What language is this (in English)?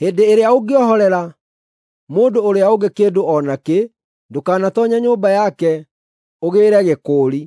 Kikuyu